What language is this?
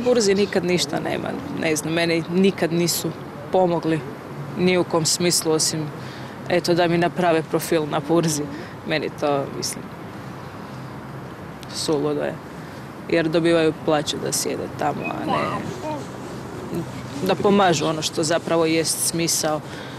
Croatian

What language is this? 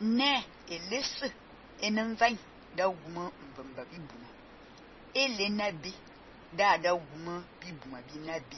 Fang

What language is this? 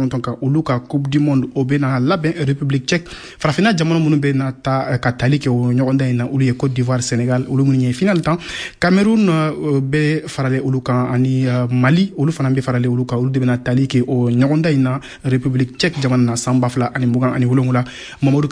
Bambara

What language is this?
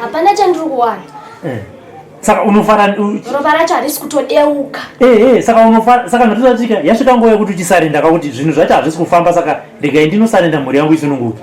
Shona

